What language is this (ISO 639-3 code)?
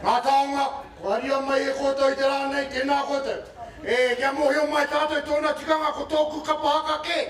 mri